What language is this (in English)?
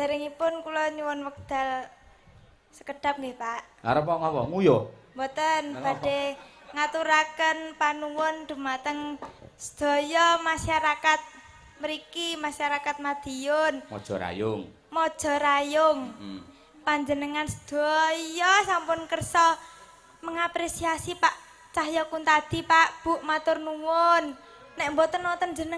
Javanese